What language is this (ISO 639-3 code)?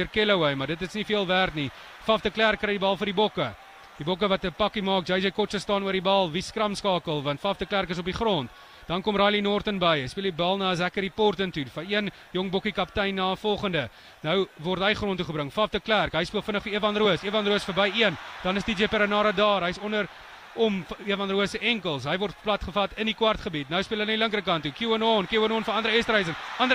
afr